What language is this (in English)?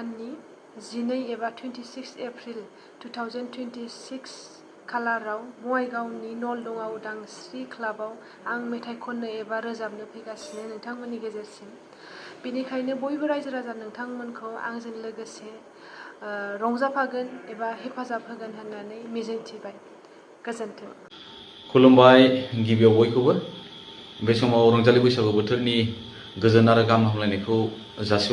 Bodo